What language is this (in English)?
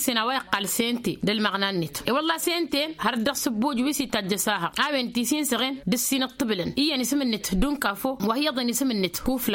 Tamasheq